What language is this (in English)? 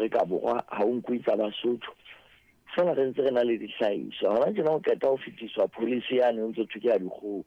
Southern Sotho